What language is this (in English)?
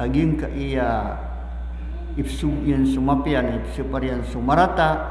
Maranao